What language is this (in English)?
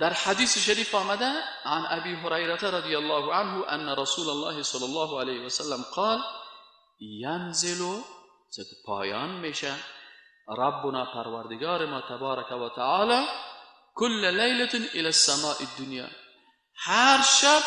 Persian